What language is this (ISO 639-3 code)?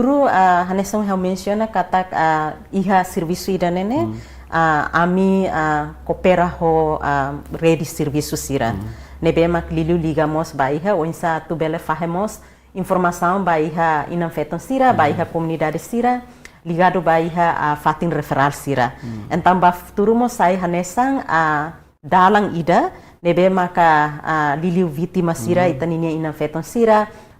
tet